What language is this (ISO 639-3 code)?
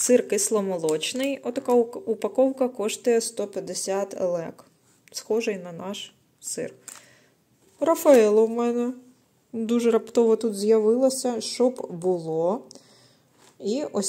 ukr